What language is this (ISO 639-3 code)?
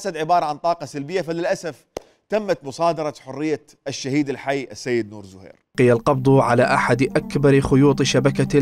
acm